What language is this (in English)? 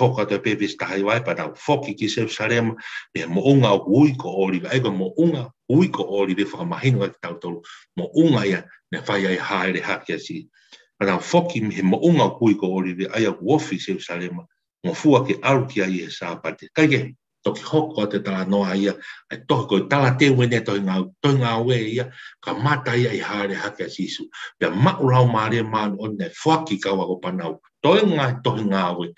Tongan